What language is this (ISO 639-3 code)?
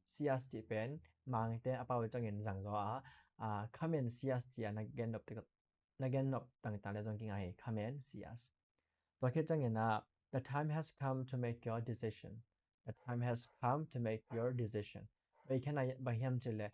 ctd